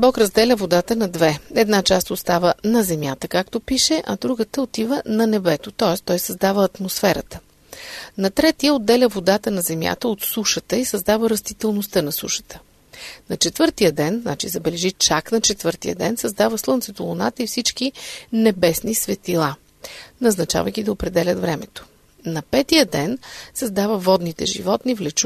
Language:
Bulgarian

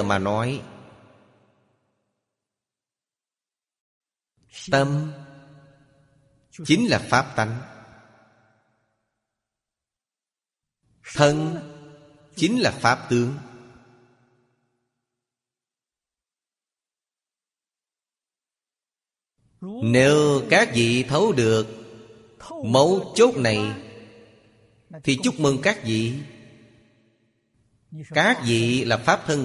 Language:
Vietnamese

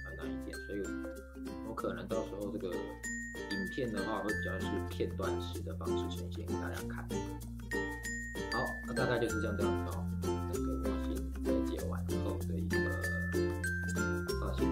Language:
Chinese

